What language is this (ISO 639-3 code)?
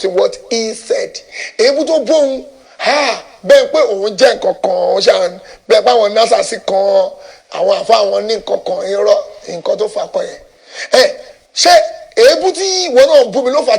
yor